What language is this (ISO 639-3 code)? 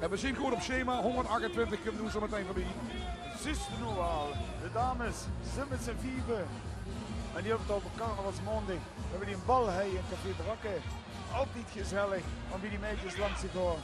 lim